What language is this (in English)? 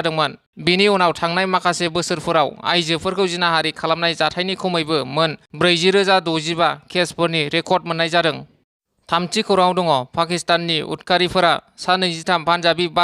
Bodo